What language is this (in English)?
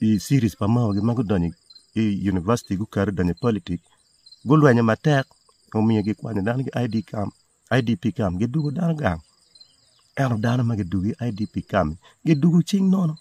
Acoli